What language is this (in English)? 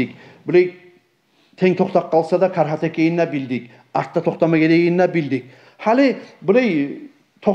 Kumyk